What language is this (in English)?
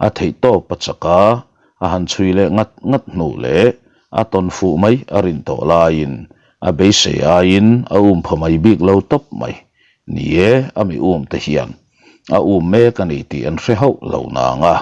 Mizo